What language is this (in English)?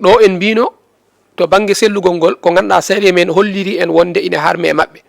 Fula